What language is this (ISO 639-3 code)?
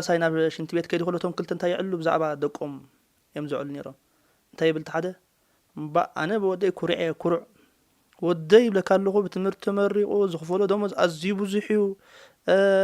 tir